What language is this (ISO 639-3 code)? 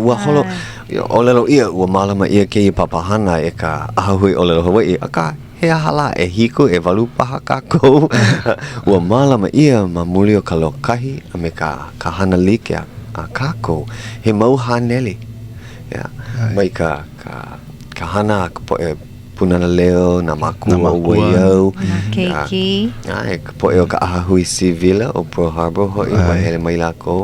haw